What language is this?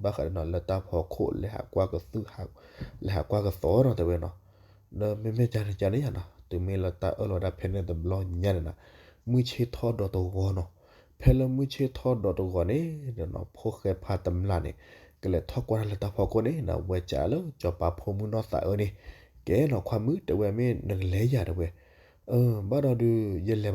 S'gaw Karen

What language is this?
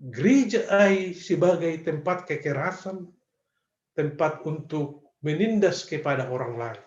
Batak Simalungun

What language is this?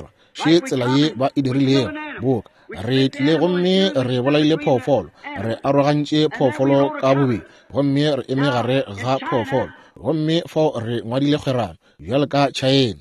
Northern Sotho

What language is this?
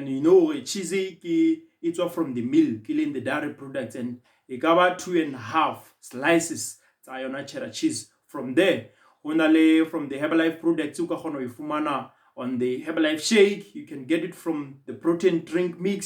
Southern Sotho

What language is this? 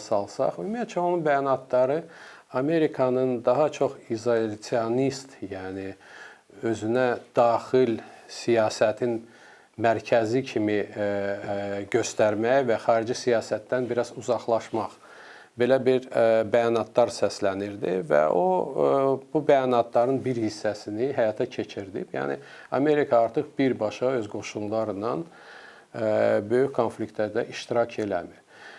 Azerbaijani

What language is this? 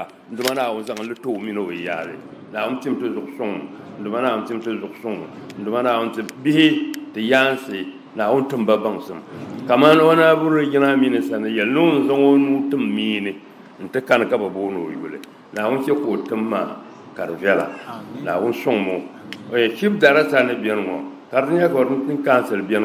Dagbani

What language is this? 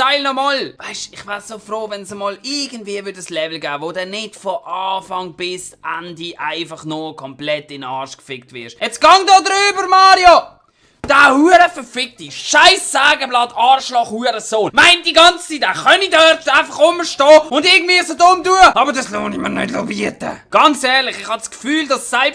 Swiss German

